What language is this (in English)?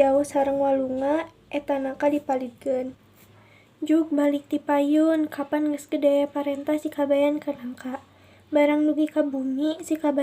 Sundanese